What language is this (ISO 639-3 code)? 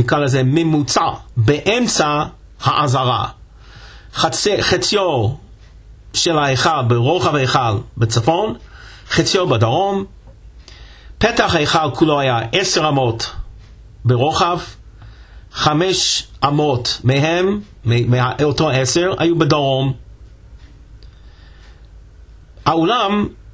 heb